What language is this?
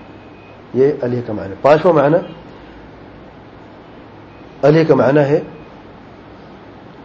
Urdu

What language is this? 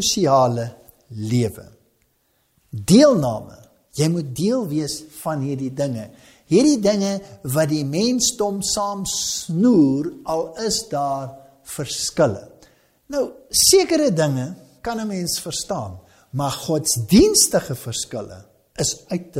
Afrikaans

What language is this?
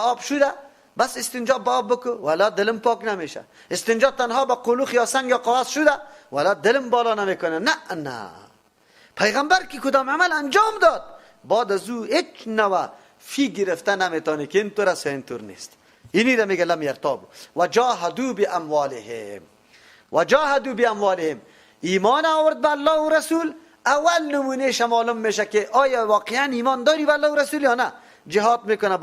Persian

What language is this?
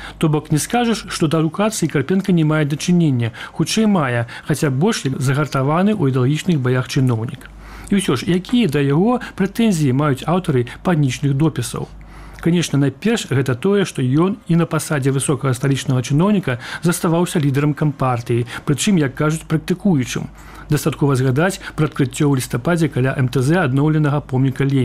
Belarusian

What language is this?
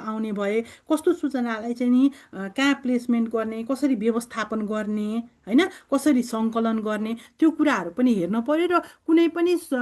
Nepali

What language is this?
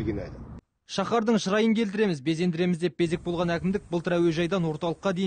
Kazakh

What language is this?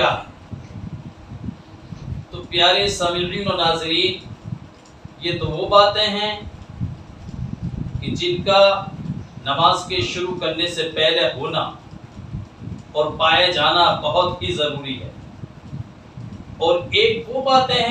Urdu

